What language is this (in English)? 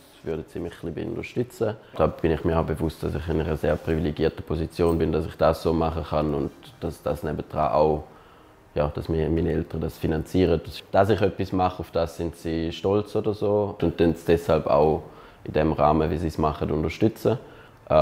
Swiss German